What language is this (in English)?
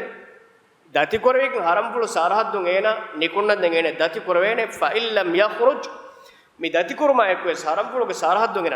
Divehi